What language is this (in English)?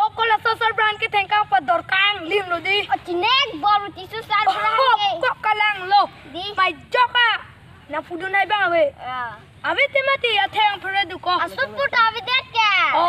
Karbi